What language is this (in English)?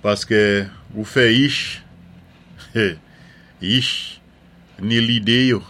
Saint Lucian Creole French